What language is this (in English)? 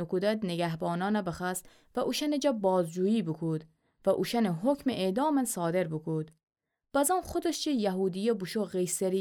Gilaki